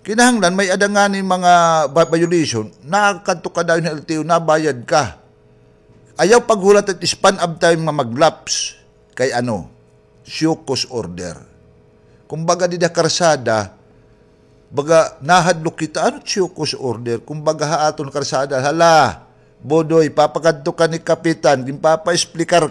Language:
Waray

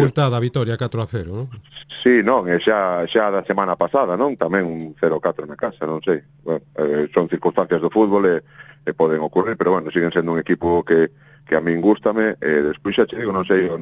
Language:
Galician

